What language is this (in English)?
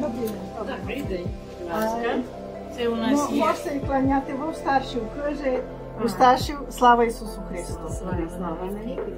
Rusyn